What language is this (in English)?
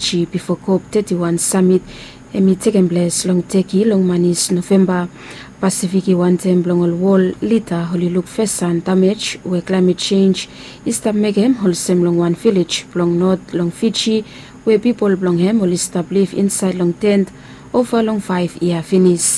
Bislama